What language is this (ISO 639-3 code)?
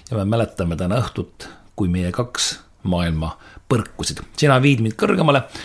est